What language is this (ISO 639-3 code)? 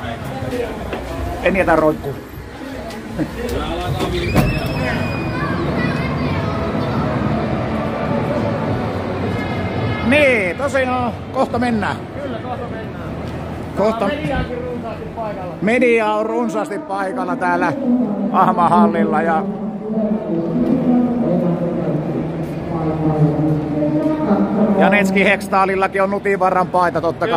fin